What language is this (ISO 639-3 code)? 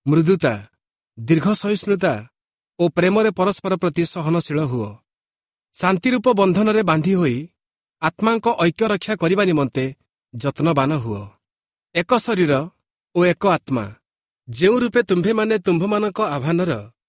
ori